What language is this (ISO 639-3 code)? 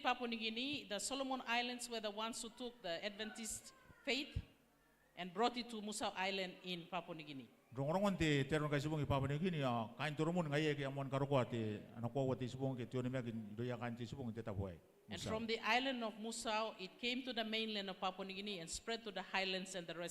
gil